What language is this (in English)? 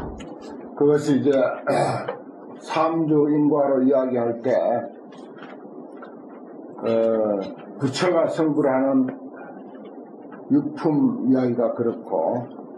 Korean